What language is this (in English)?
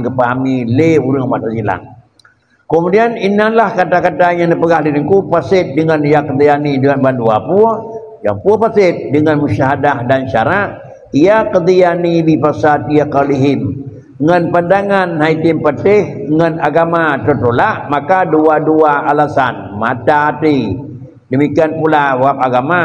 Achinese